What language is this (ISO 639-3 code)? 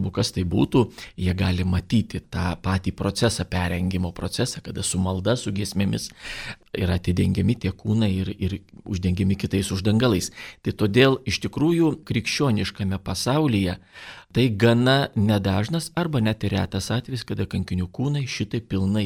lit